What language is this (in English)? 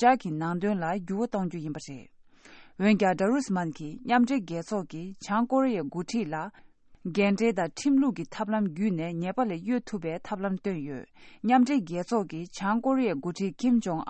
Tibetan